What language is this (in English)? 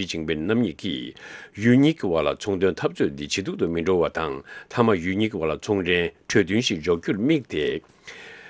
Tibetan